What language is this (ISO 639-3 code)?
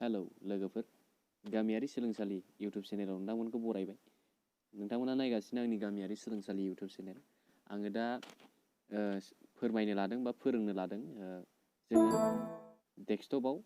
brx